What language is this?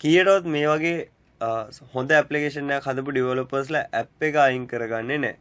Sinhala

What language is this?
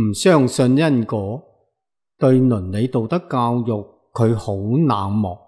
Cantonese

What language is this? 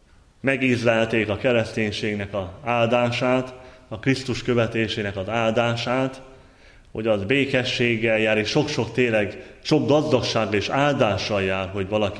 Hungarian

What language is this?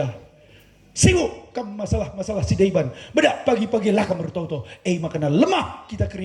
Batak Karo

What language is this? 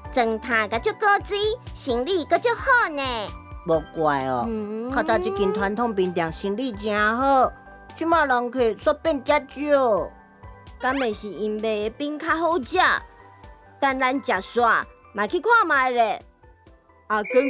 Min Nan Chinese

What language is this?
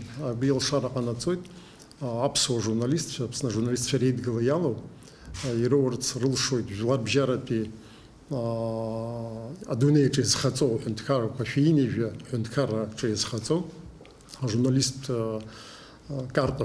Abkhazian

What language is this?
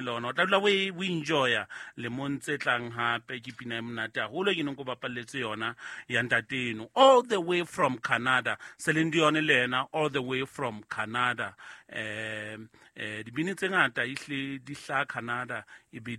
Southern Sotho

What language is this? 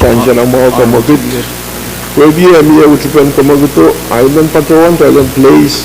Pohnpeian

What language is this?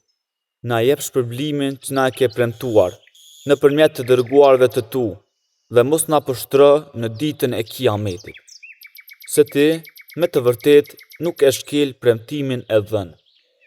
Albanian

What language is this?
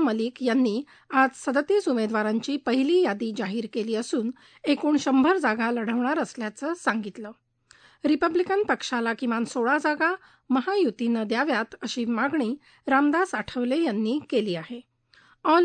Marathi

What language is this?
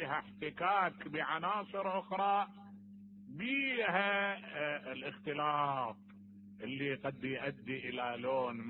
Mesopotamian Arabic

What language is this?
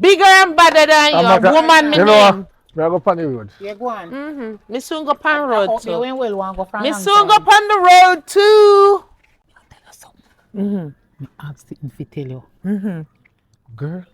Jamaican Creole English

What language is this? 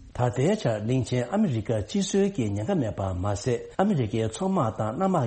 Tibetan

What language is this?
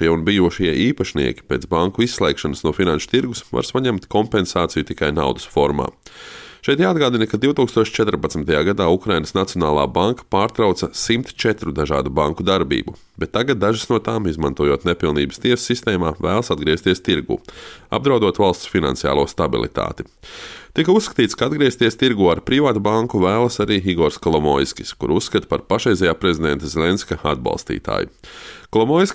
Latvian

